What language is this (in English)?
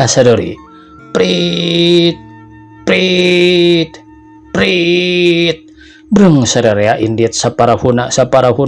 Sundanese